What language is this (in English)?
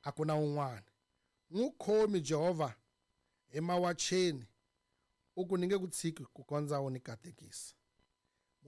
Tsonga